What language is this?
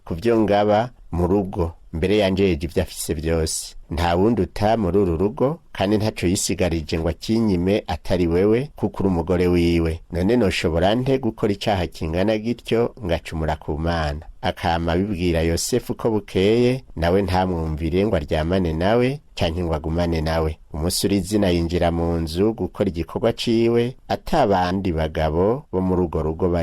Rundi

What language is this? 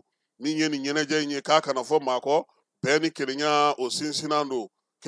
Bambara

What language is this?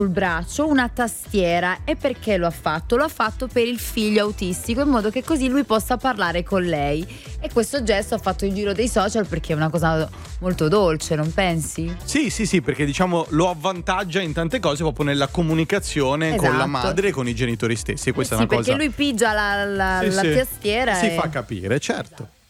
Italian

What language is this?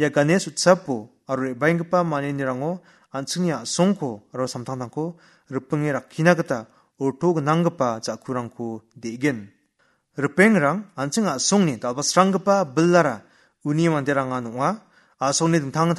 Garo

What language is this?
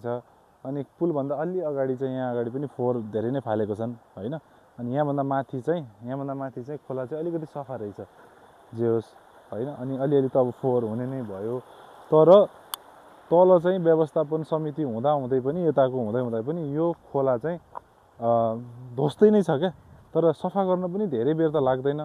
Nepali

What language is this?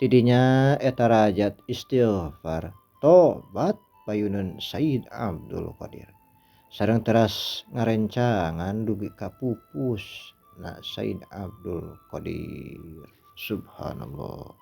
Sundanese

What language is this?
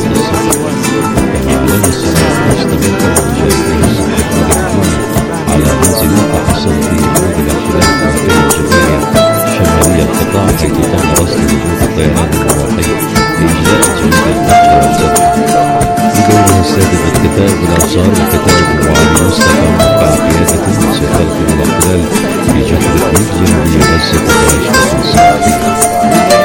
Arabic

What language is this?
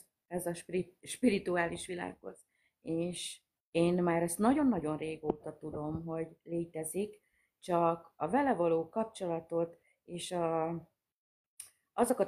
Hungarian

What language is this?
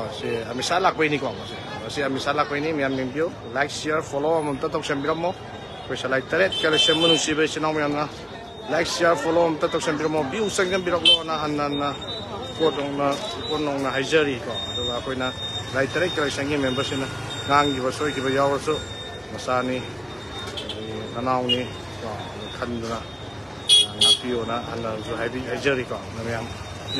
Manipuri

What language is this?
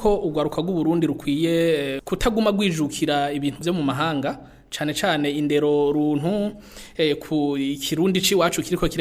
Rundi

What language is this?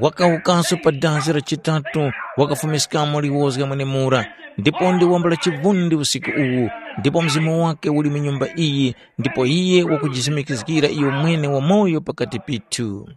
Tumbuka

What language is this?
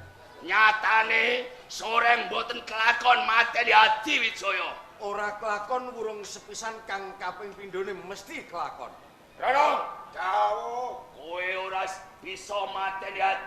Javanese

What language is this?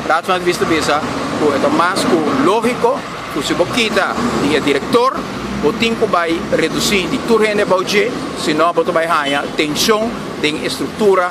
Papiamento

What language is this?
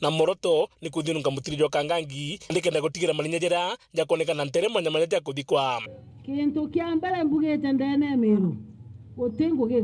Meru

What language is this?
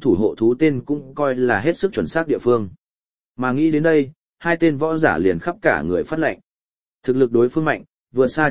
Vietnamese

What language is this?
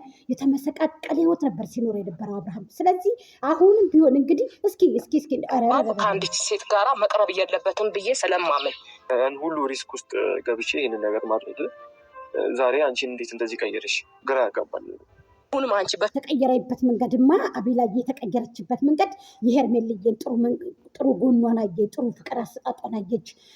Amharic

